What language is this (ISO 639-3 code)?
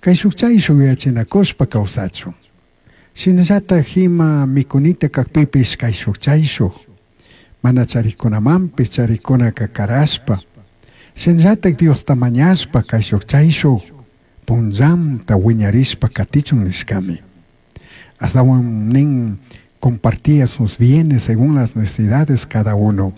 qug